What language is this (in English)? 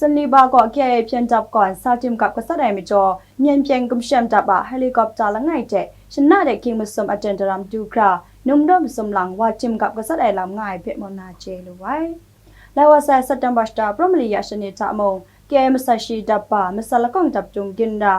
Kachin